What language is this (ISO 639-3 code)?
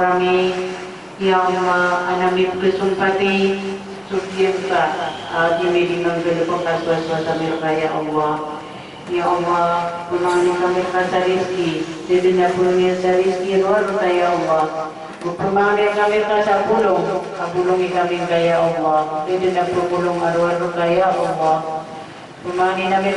mrw